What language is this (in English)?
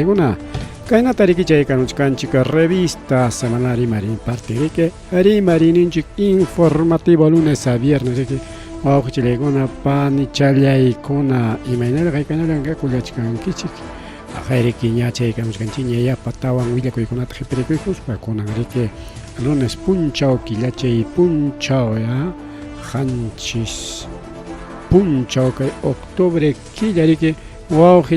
Ayacucho Quechua